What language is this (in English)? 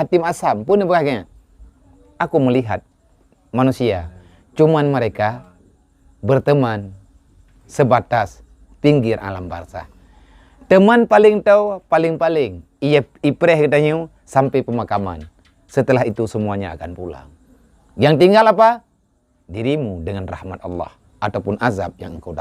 Achinese